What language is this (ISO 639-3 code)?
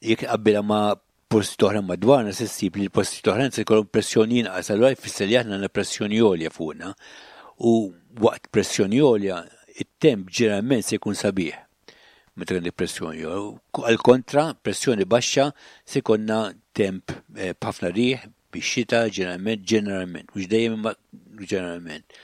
mlt